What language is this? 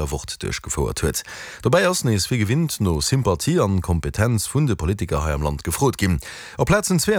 Luxembourgish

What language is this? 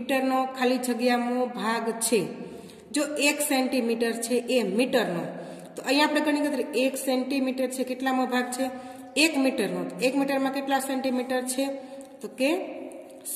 Gujarati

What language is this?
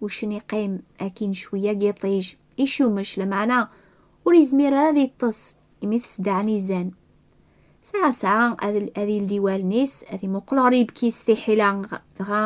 Kabyle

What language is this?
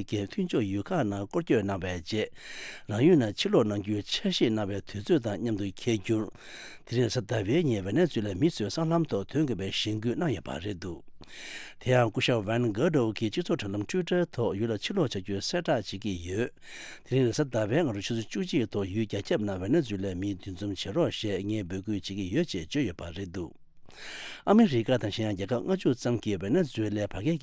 Tibetan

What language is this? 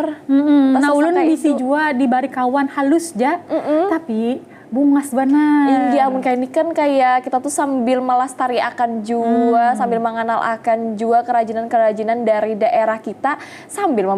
Banjar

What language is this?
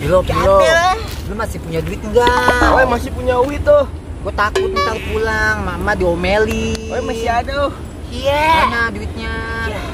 Betawi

